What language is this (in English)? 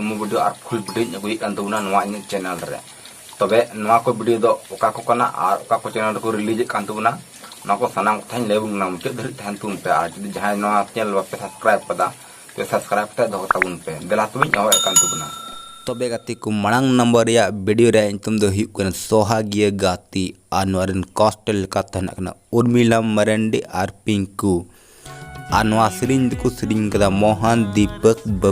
Santali